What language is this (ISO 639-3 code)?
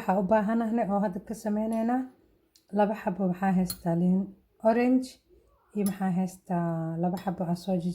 som